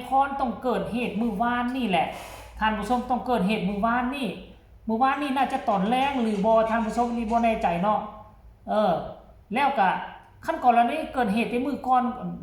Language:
Northeastern Thai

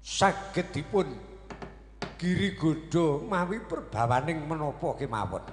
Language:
Javanese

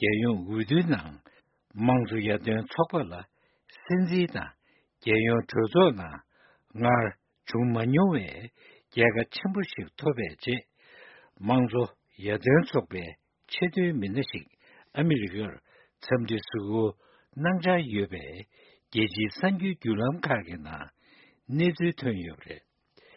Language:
Tibetan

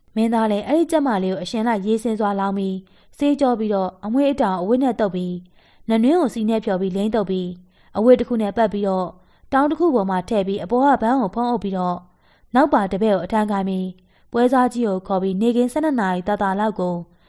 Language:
Burmese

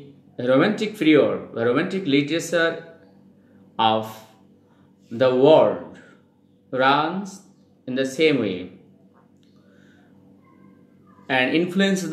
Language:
Bangla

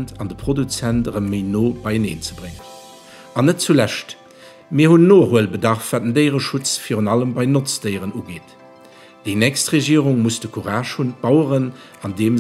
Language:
Luxembourgish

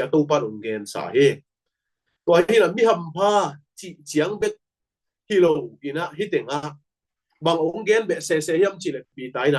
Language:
Tedim Chin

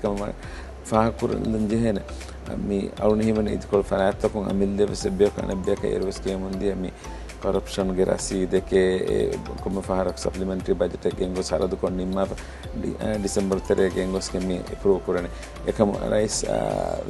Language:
Divehi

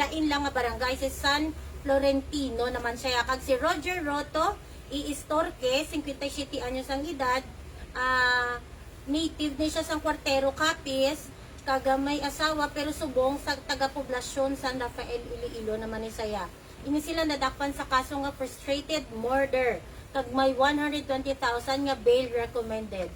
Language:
Hiligaynon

